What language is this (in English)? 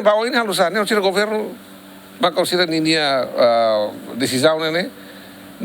Tetum